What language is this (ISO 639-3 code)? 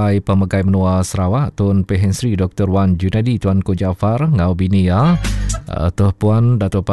iba